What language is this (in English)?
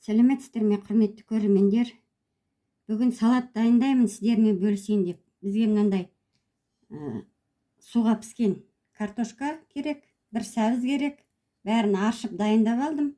Kazakh